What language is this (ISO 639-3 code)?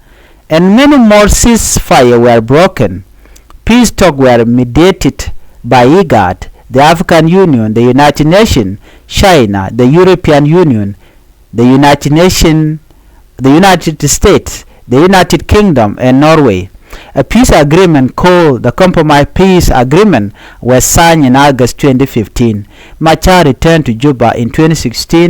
nus